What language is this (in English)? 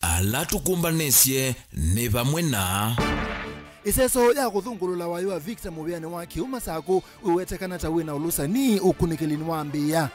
Kamba